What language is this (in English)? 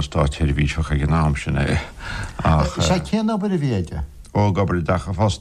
Irish